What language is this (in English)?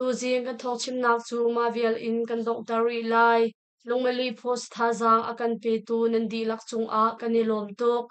Hakha Chin